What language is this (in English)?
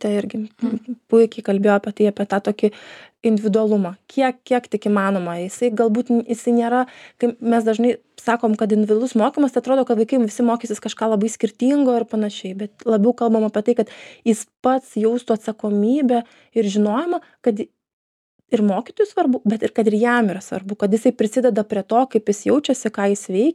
Lithuanian